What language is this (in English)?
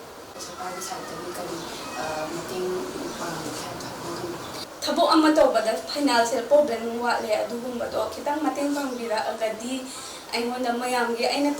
Manipuri